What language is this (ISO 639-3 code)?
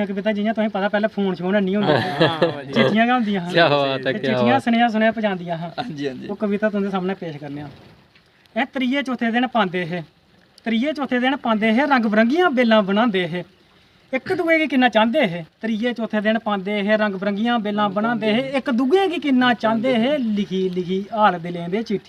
doi